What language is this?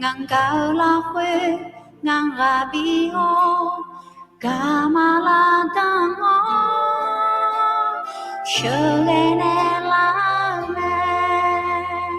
Akha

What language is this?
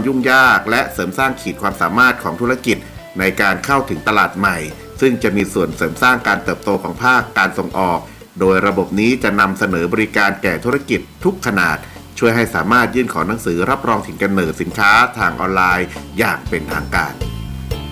Lao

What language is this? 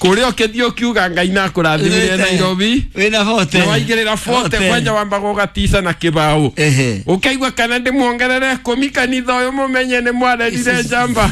Kikuyu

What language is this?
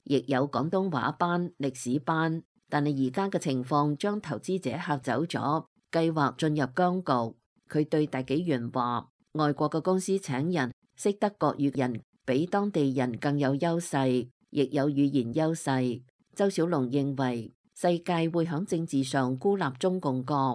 Cantonese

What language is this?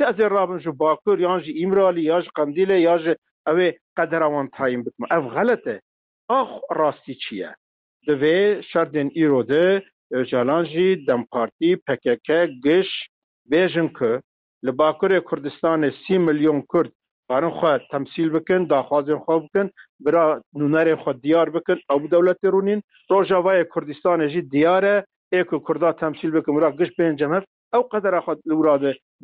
Kurdish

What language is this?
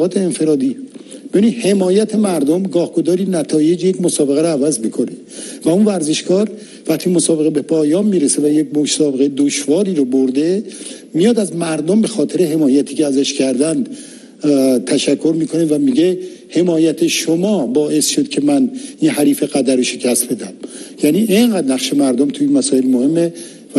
Persian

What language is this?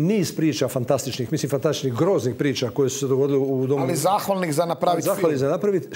Croatian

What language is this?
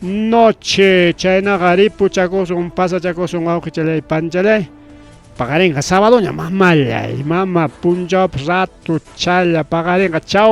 Ayacucho Quechua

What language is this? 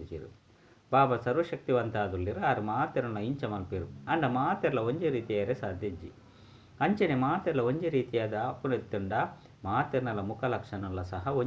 Tulu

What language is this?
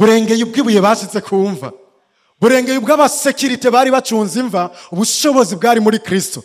Rundi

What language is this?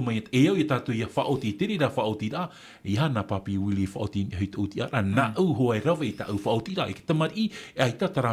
Tahitian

